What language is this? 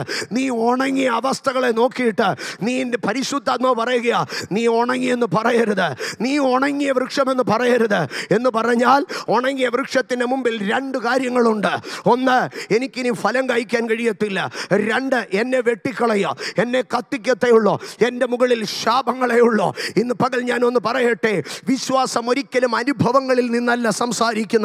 Malayalam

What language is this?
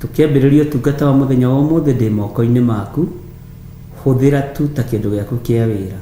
Kikuyu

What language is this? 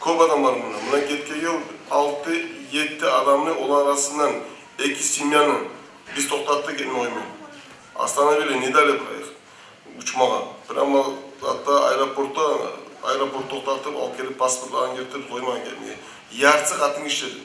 Kumyk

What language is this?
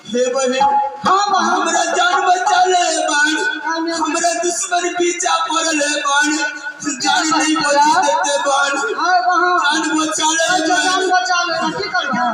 Maithili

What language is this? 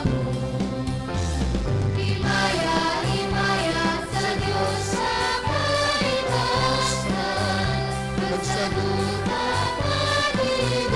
Hiligaynon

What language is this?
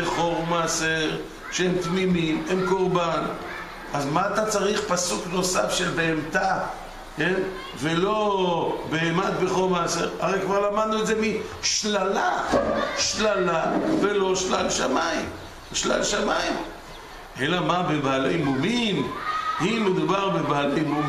Hebrew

